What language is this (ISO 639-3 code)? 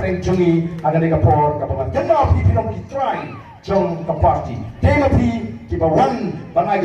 kha